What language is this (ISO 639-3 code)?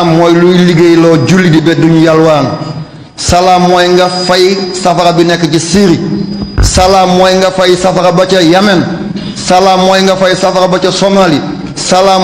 wol